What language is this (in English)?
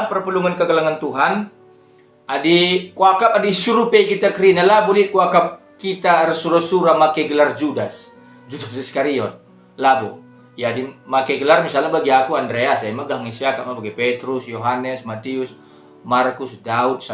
Batak Karo